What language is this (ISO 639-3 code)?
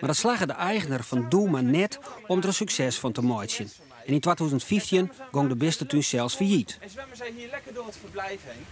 fry